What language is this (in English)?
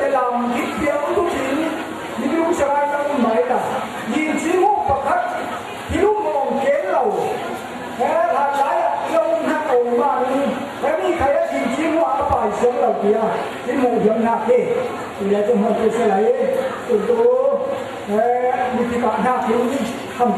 Falam Chin